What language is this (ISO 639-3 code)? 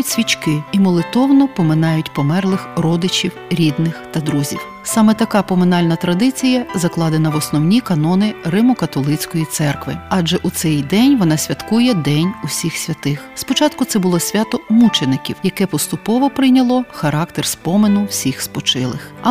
ukr